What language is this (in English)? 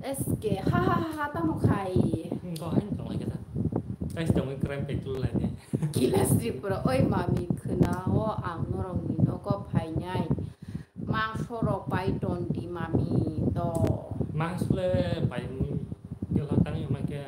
Kok Borok